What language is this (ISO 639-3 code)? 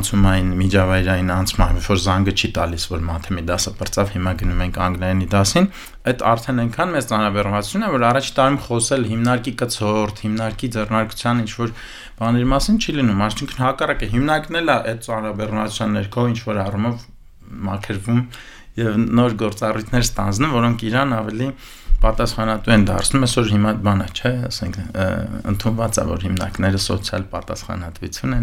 hye